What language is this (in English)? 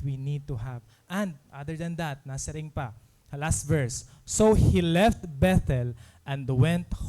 Waray